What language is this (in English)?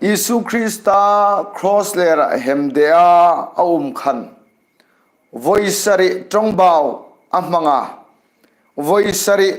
Hmar